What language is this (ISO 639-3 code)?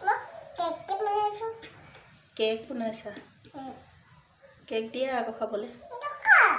asm